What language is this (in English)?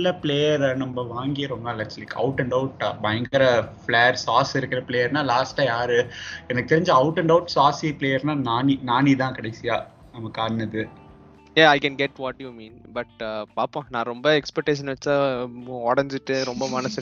Tamil